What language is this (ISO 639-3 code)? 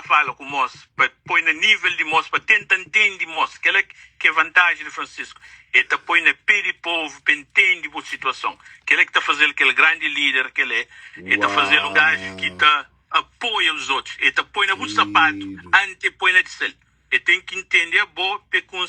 kea